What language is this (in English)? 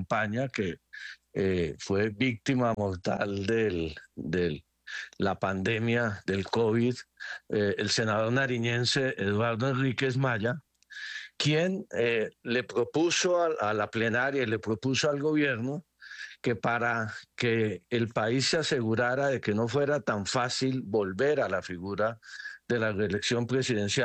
Spanish